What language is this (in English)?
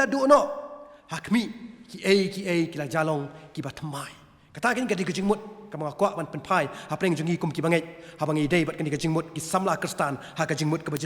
Khasi